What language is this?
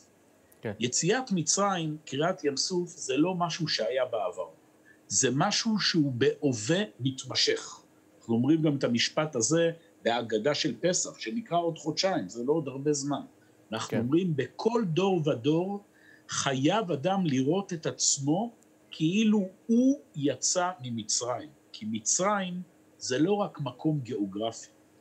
Hebrew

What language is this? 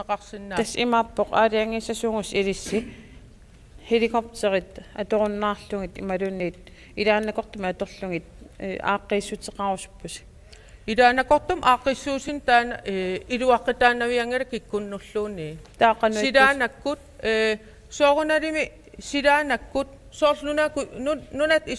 Kalaallisut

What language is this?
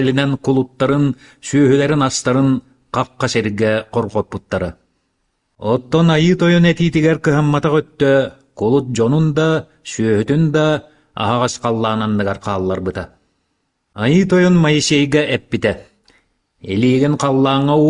Yakut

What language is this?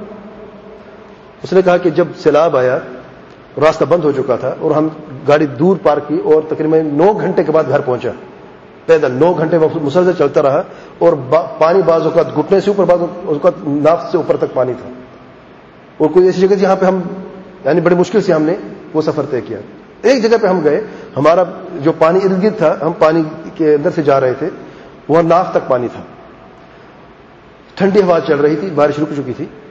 Urdu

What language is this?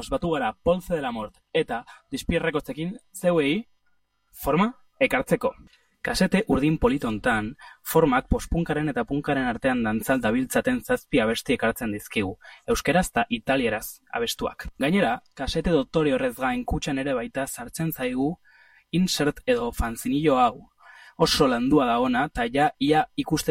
Basque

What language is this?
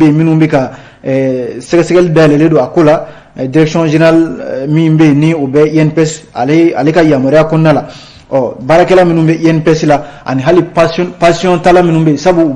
Bambara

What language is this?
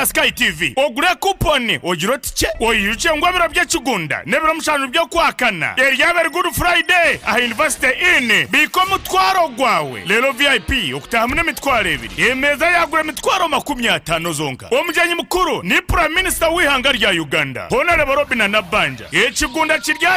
Nyankole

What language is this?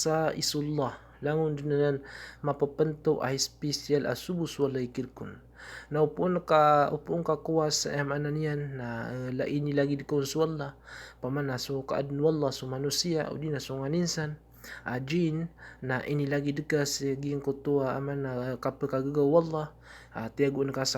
Maranao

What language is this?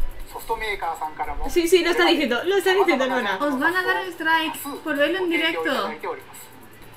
Spanish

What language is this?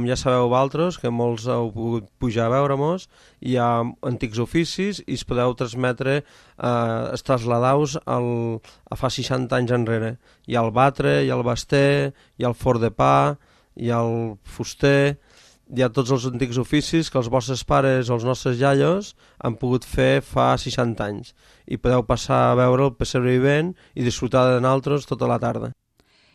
Catalan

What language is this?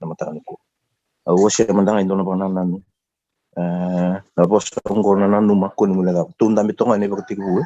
Fijian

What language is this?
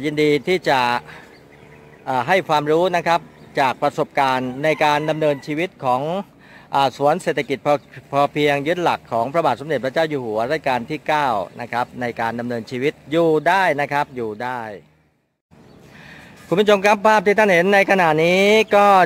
Thai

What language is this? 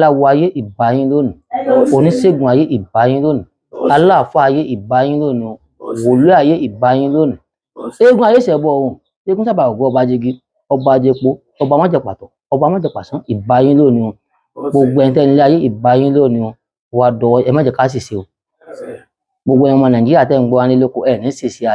Yoruba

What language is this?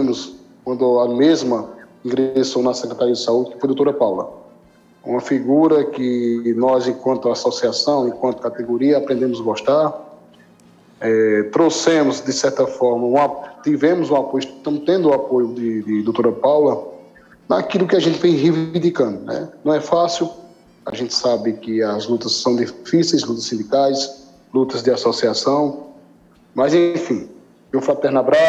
Portuguese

